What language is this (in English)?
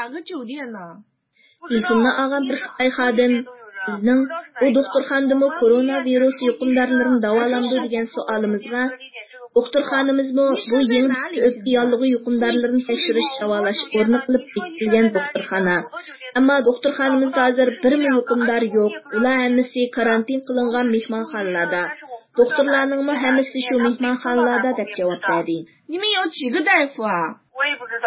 Uyghur